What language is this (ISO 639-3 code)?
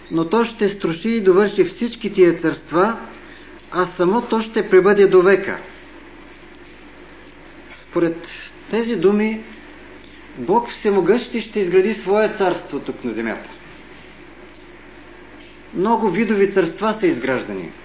bul